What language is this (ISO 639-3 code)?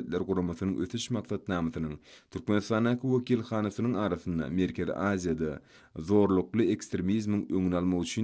tuk